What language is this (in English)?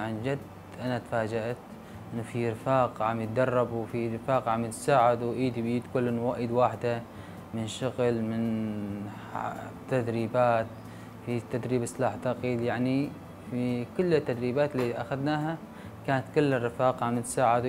North Levantine Arabic